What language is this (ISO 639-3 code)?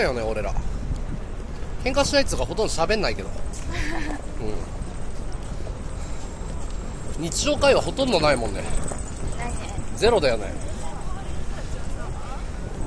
jpn